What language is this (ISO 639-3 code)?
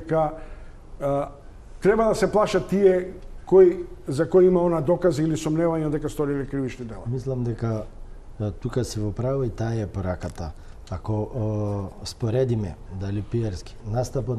mkd